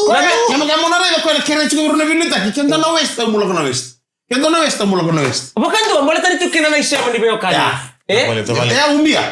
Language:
Fijian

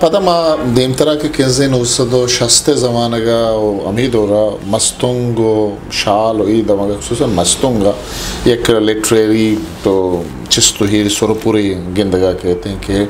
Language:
Eastern Balochi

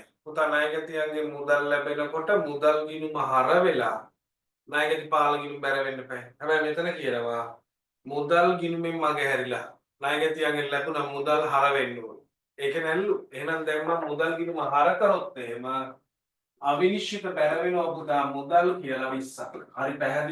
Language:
Sinhala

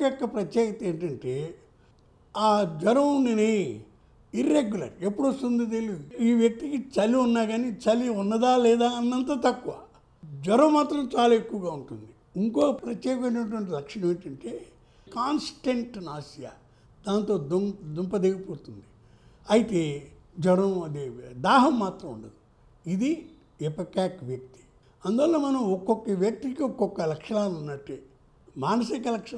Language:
Telugu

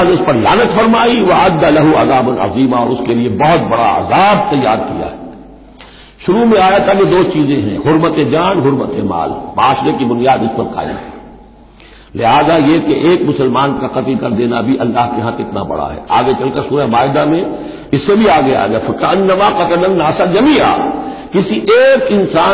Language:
Urdu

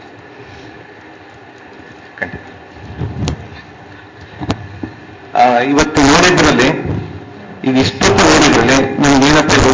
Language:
Kannada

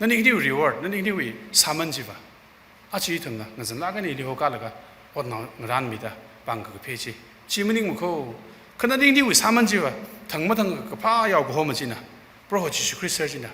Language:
Tangkhul Naga (India)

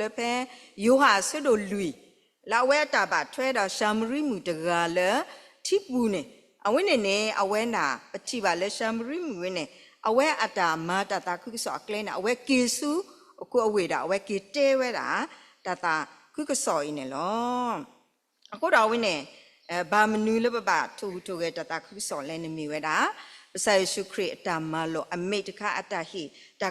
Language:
S'gaw Karen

